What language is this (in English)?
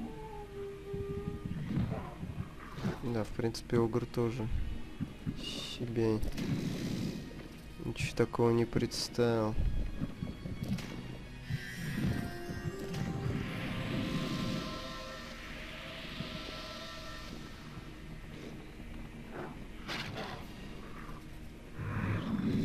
Russian